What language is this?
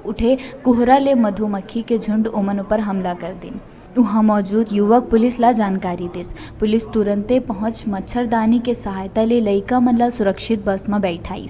Chhattisgarhi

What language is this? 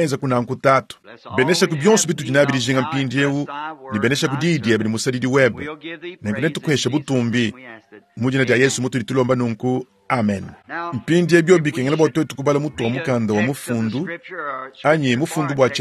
Luba-Lulua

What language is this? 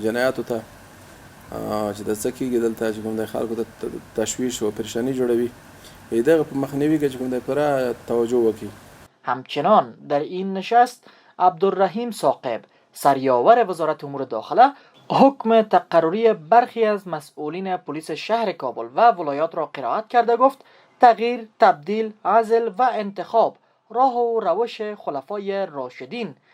Pashto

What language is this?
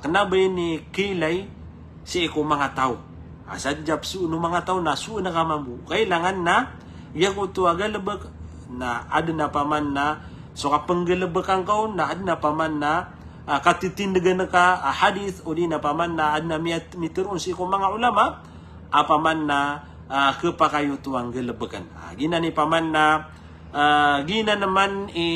Maranao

